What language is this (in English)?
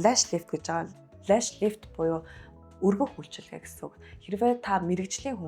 Mongolian